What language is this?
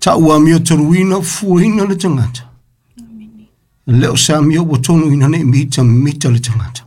Samoan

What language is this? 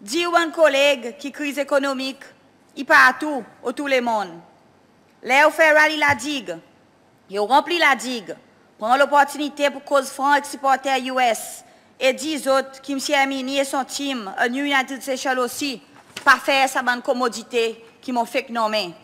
Seselwa Creole French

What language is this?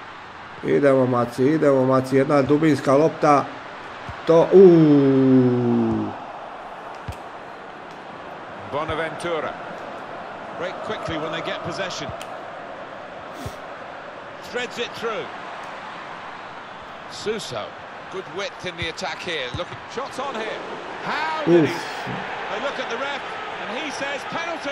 Croatian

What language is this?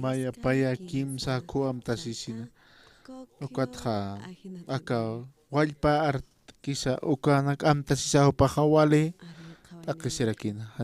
Aymara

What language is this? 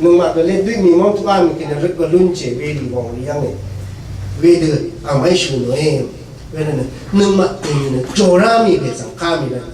Rawang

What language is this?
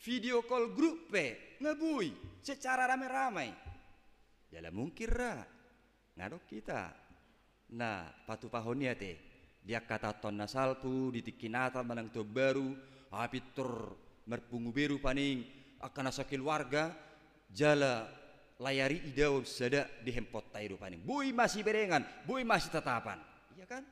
Batak Toba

